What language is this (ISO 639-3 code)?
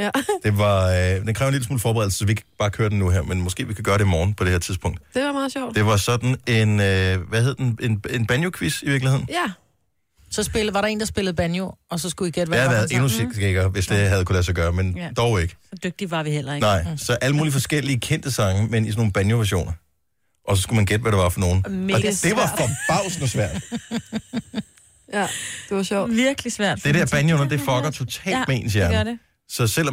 dan